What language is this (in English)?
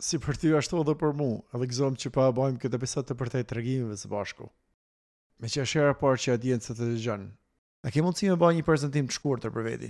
Albanian